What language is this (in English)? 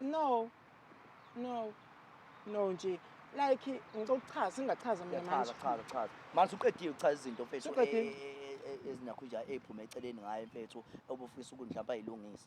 Zulu